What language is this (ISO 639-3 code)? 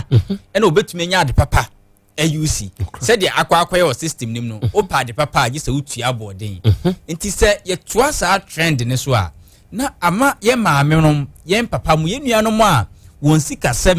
aka